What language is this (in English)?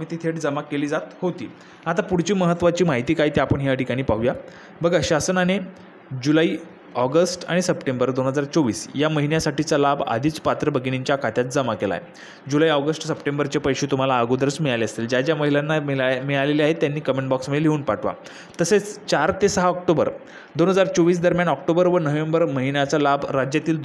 Marathi